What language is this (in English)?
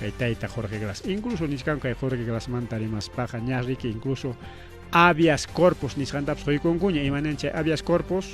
Ayacucho Quechua